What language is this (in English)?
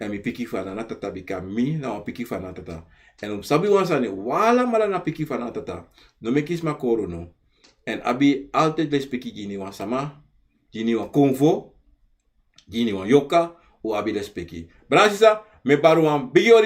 Sranan Tongo